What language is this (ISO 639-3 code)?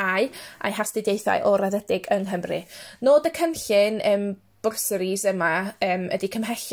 cym